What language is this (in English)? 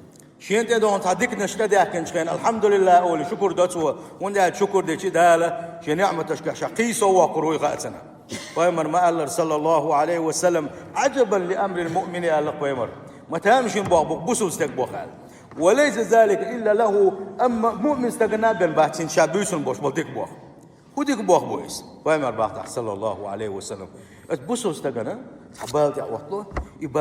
Chechen